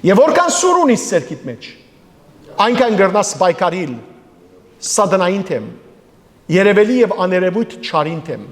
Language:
Western Armenian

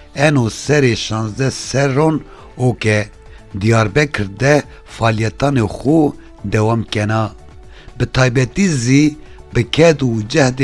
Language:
Kurdish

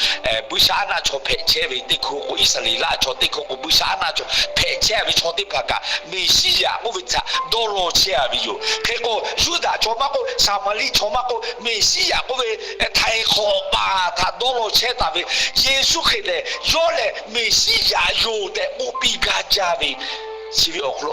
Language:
Lahu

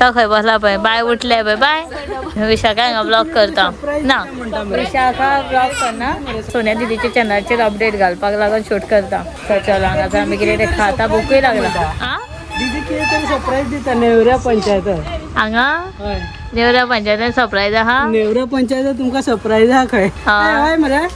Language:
Konkani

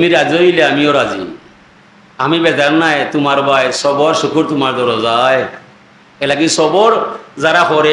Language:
Sylheti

